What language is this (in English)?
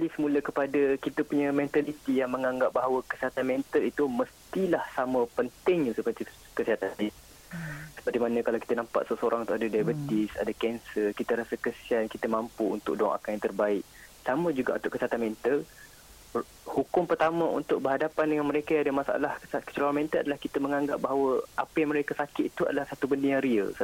Malay